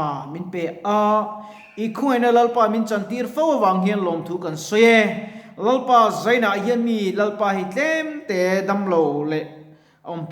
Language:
Mizo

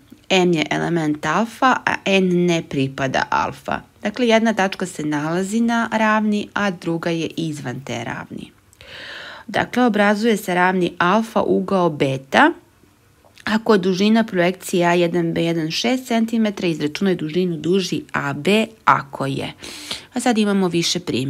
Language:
Serbian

